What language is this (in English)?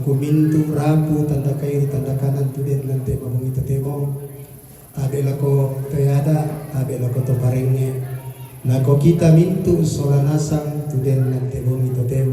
Toraja-Sa'dan